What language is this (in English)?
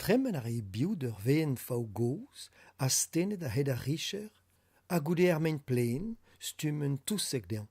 Breton